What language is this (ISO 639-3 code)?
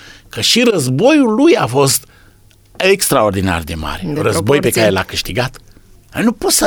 ron